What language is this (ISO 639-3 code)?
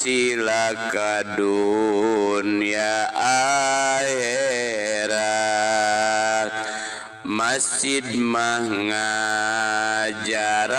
sun